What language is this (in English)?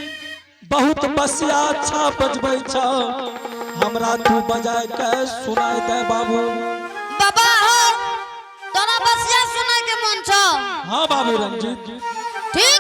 Angika